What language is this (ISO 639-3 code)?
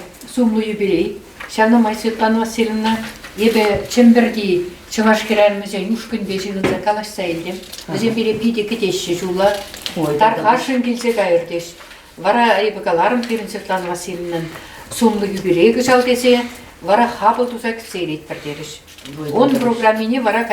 chv